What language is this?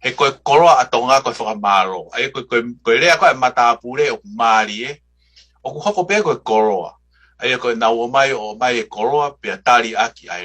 Tongan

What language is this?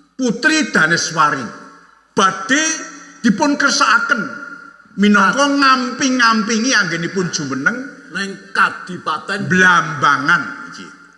Javanese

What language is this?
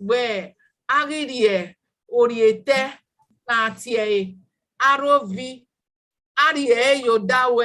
Bini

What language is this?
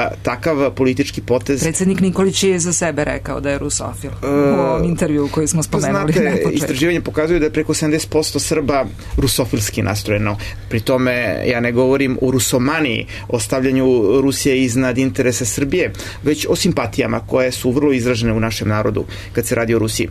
Serbian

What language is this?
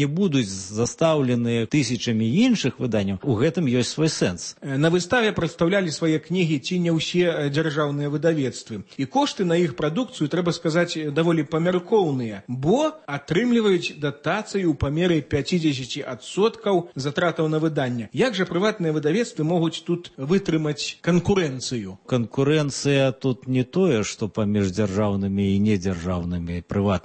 Belarusian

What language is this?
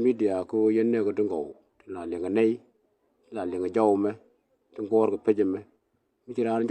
Nuer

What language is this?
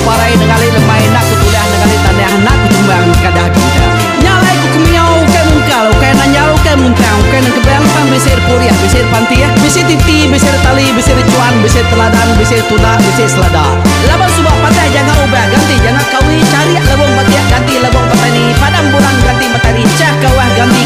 Iban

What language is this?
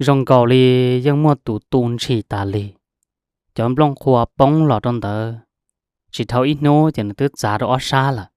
Hmong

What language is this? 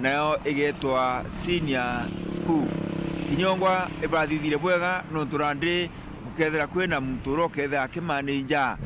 Meru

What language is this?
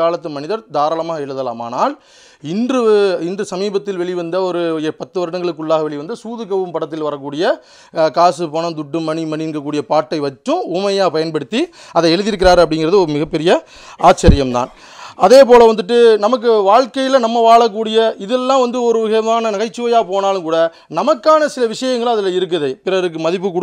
Tamil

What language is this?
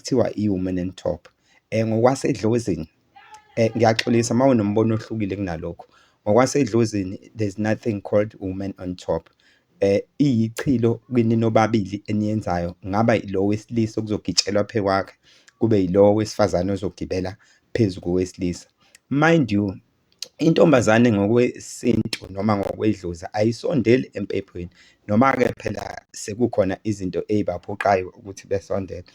Zulu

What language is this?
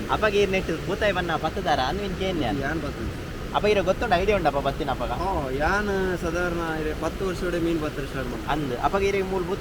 Tulu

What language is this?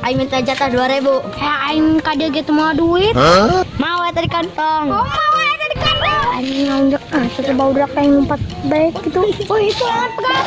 Sundanese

